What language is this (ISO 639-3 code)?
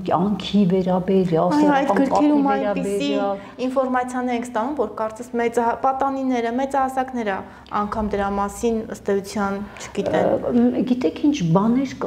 hye